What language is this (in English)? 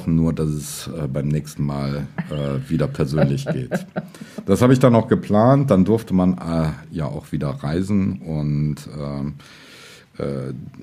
German